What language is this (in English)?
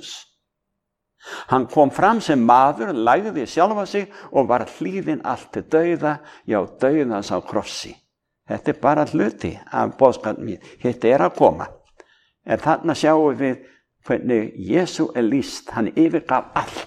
Icelandic